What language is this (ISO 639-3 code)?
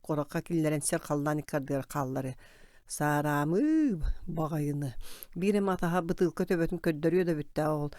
sah